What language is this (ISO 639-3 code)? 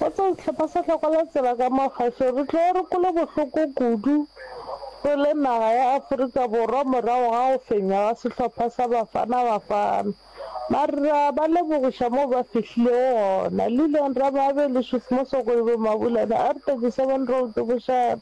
nso